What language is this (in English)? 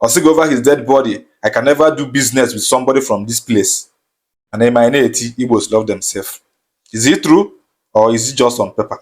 Igbo